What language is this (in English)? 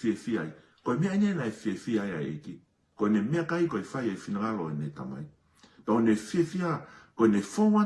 Tongan